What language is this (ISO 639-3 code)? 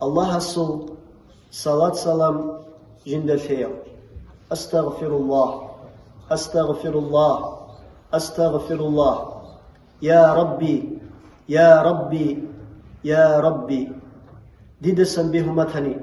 ava